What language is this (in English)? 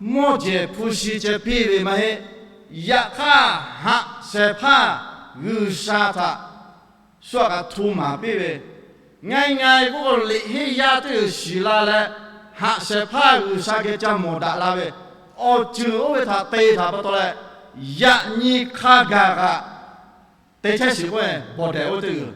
Lahu